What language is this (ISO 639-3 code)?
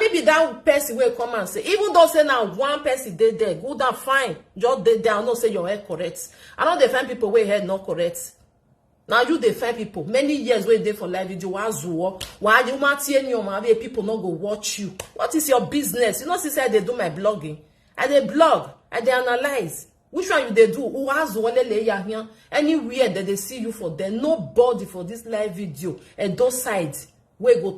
pcm